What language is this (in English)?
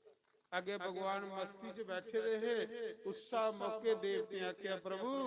Dogri